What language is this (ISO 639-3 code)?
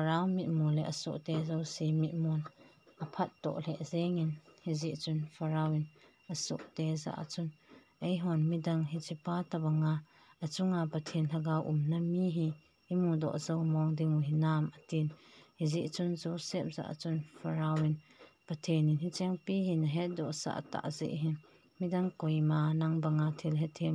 tcz